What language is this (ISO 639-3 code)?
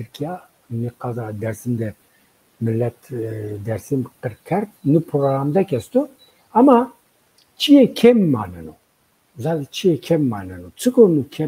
zza